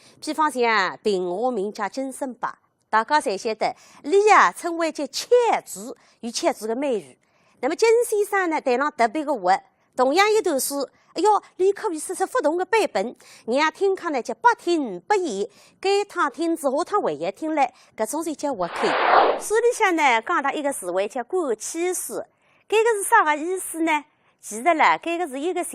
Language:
Wu Chinese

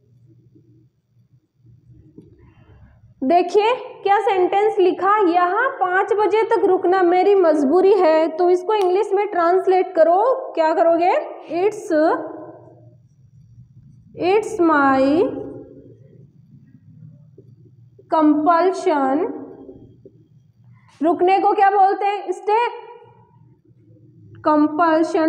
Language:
Hindi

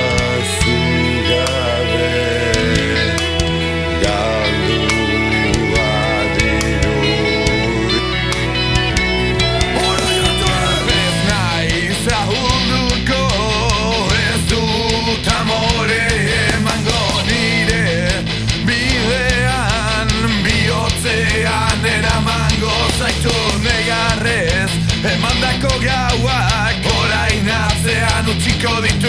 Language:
Basque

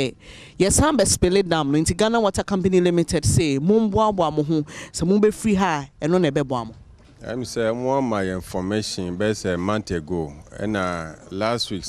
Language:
Akan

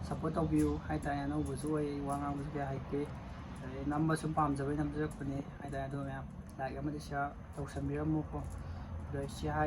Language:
Manipuri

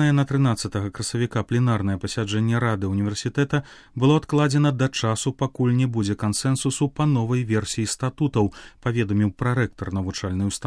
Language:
Belarusian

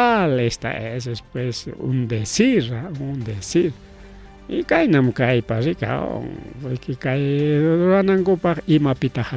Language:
Ayacucho Quechua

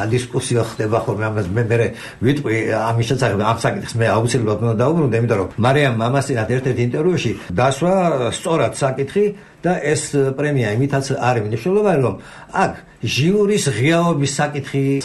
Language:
Georgian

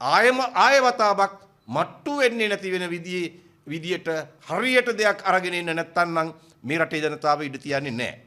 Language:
Sinhala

